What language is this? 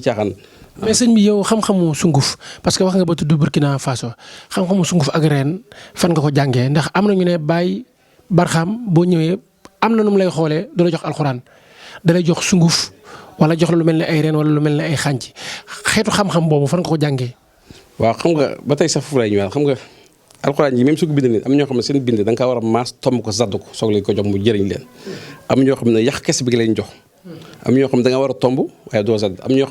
Wolof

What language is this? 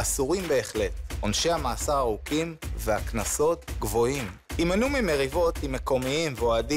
Hebrew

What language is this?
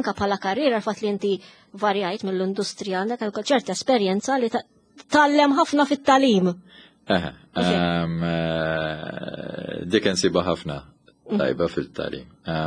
Maltese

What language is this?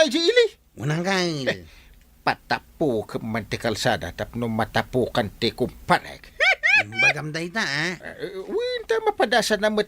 Iloko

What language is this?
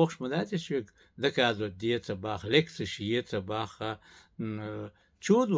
Chechen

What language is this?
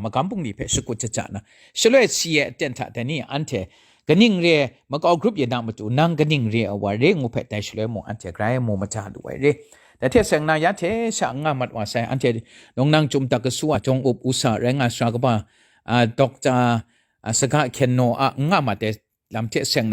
Kachin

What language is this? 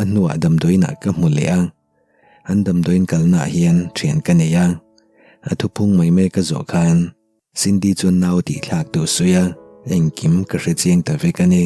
Mizo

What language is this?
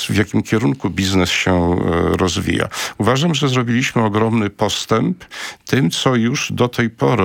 Polish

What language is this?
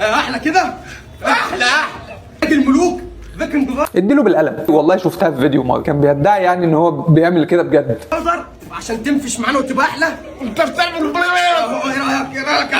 Egyptian Arabic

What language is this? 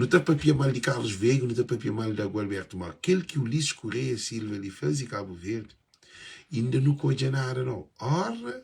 Kabuverdianu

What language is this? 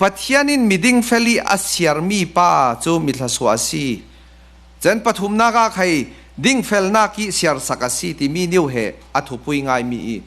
Falam Chin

